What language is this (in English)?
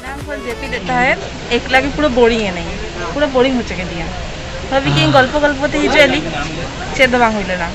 Santali